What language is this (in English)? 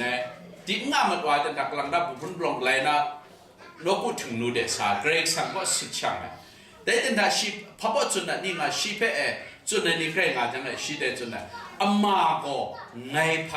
Kachin